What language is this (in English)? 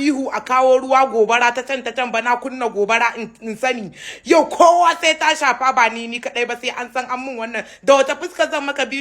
Hausa